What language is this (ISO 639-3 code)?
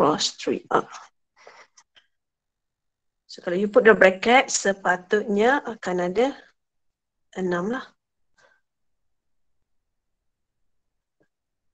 msa